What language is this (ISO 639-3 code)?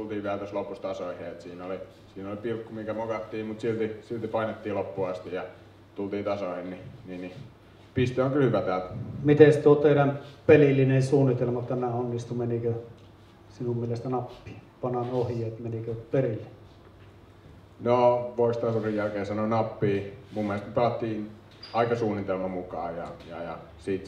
fin